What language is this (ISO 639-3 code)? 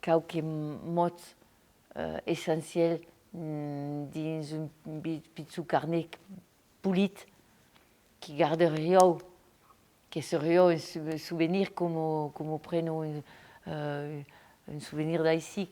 oci